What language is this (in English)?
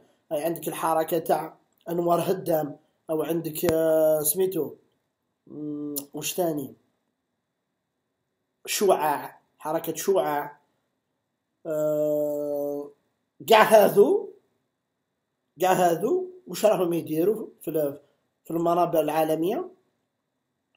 Algerian Arabic